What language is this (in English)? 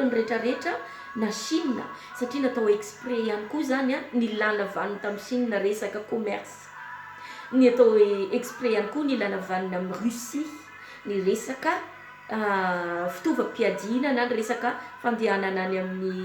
Malagasy